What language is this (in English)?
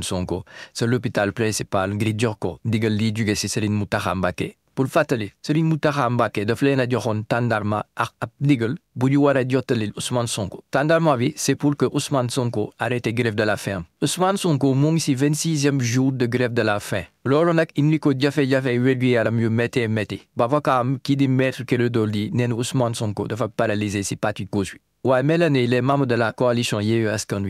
Wolof